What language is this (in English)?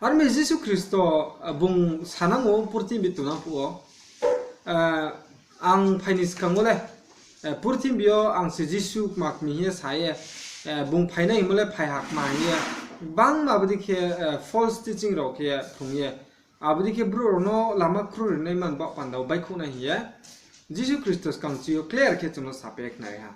Riang (India)